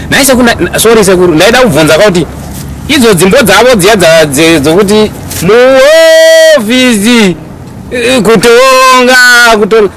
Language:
Shona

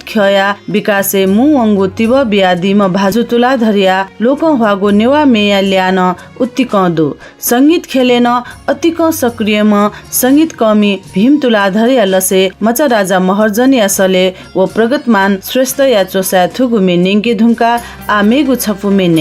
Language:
Newari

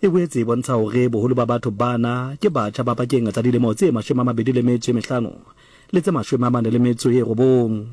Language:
Southern Sotho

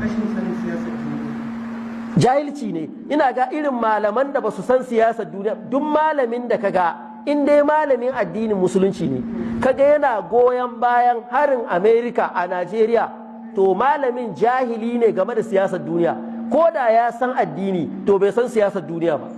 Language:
Hausa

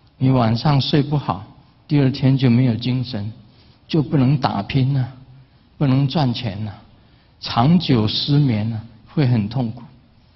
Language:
Chinese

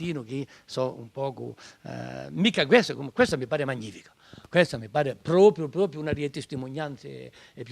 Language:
Corsican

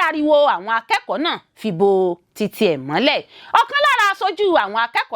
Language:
Yoruba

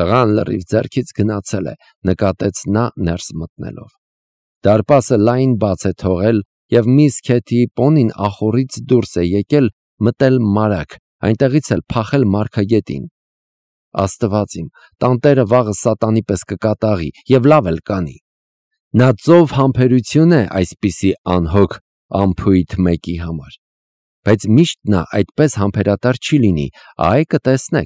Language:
Armenian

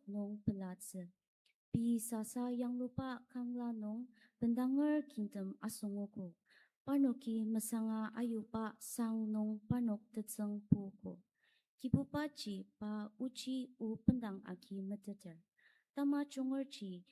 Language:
Ao Naga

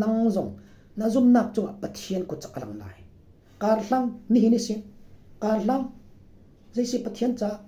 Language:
Falam Chin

